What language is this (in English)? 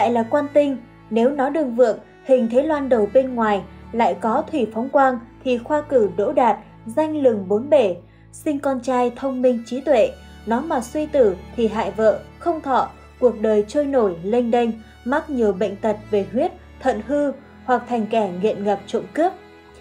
Vietnamese